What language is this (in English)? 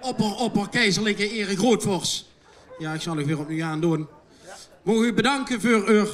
Limburgish